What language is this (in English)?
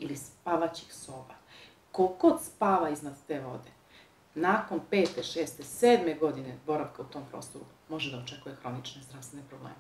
Serbian